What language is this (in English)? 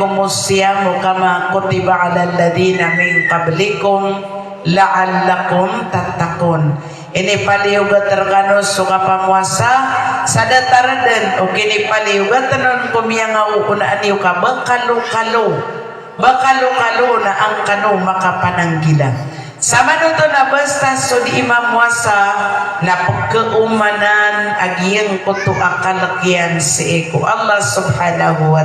Maranao